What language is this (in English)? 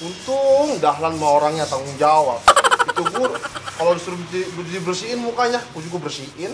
Betawi